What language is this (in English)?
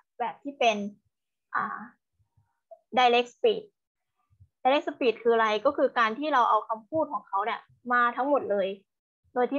Thai